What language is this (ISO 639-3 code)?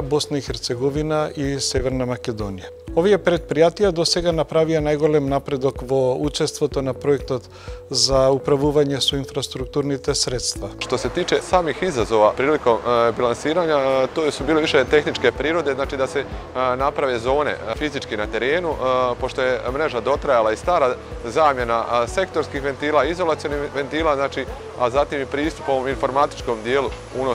bos